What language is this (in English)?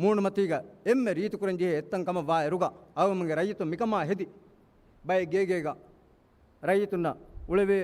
Divehi